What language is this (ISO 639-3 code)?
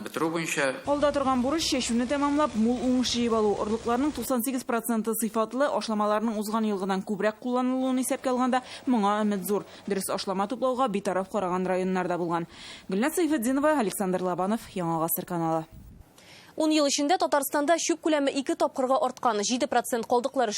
tat